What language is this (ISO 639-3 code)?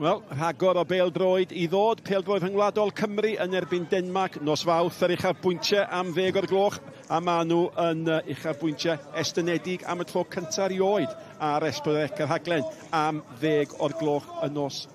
cym